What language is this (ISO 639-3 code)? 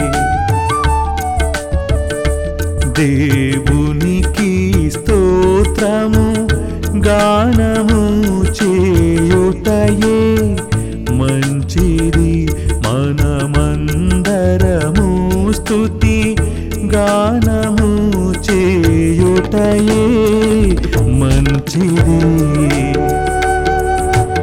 tel